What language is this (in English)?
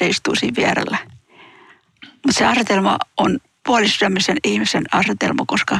Finnish